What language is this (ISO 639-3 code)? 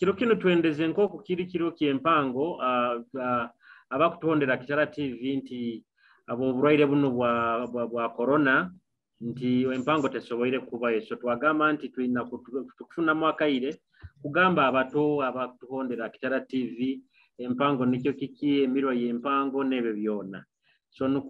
nyo